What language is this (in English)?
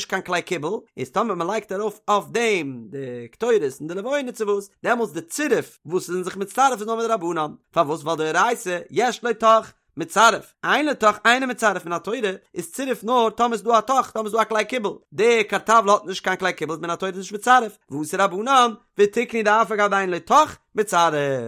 Yiddish